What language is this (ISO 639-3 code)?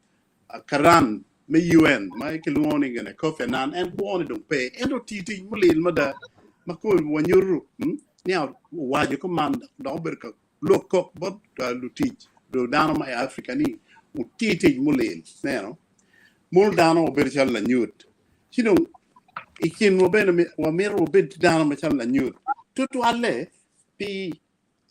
ach